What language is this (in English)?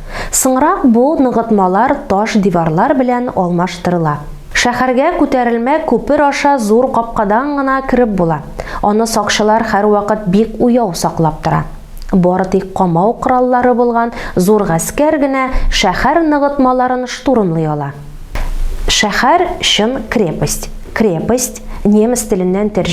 Tatar